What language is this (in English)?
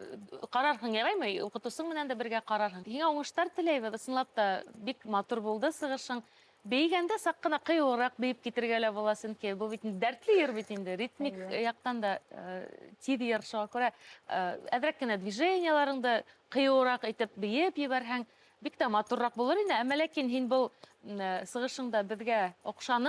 Bashkir